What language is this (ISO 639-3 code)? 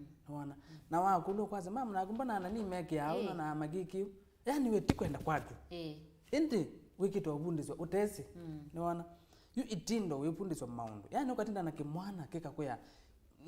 kam